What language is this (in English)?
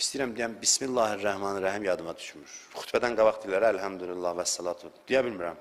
Azerbaijani